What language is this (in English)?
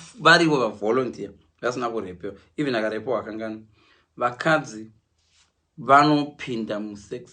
Shona